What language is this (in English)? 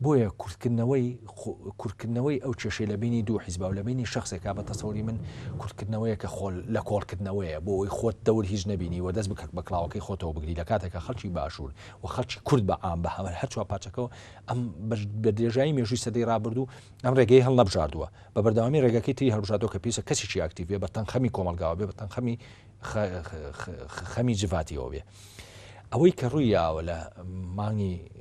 Central Kurdish